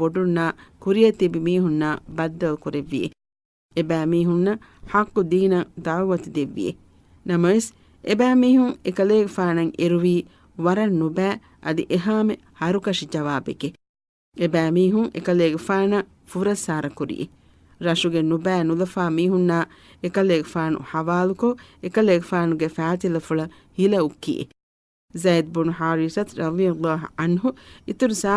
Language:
Divehi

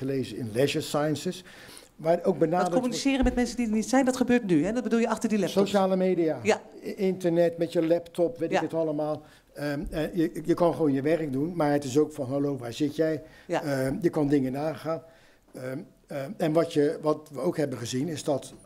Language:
Dutch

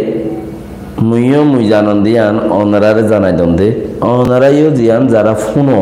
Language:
Rohingya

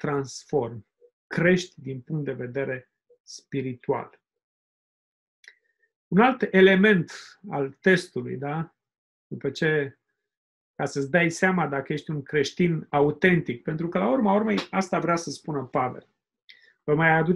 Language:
Romanian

